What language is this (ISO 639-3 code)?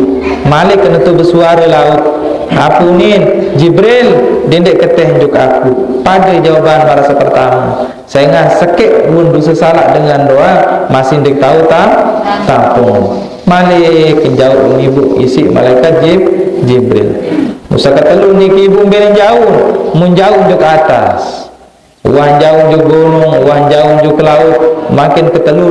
sas